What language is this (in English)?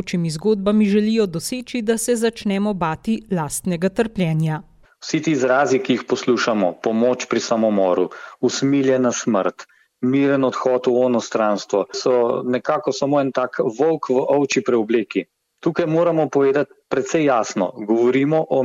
Slovenian